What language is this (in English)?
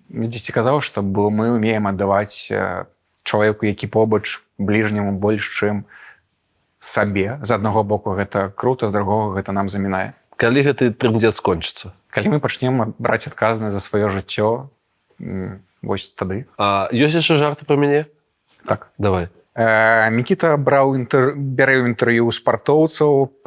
Belarusian